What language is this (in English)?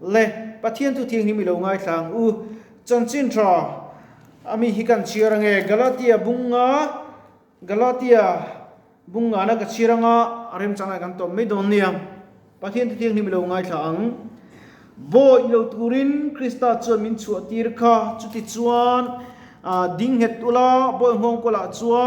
Mizo